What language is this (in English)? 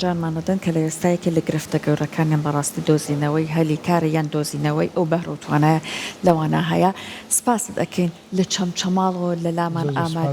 Central Kurdish